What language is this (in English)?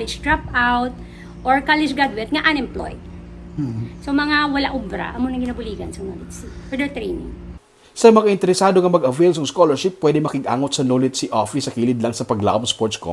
Hiligaynon